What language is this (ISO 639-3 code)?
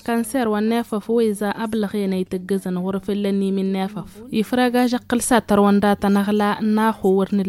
taq